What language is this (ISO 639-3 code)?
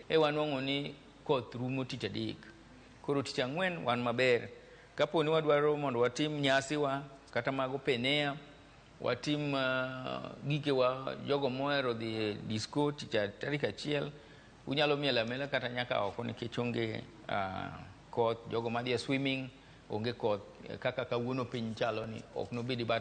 luo